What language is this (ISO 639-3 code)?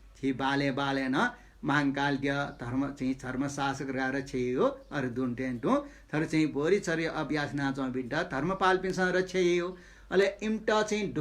new